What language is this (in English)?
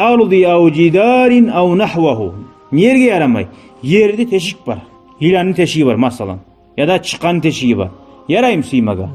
Kumyk